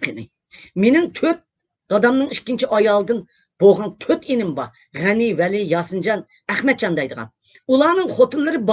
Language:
Uyghur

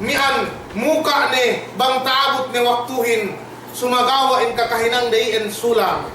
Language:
Yakan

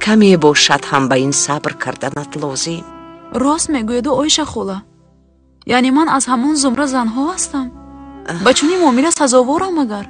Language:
Tajik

